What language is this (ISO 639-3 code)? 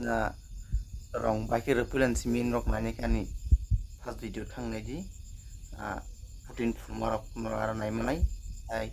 trp